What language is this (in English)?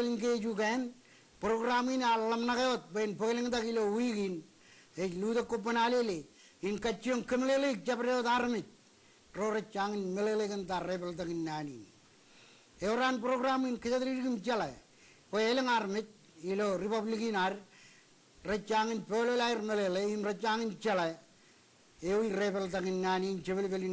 Marshallese